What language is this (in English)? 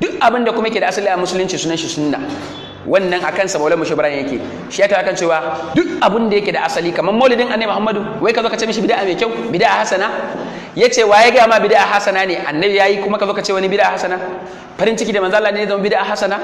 Hausa